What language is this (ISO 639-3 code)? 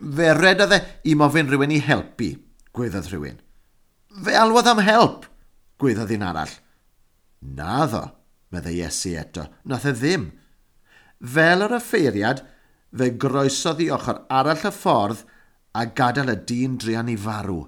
cym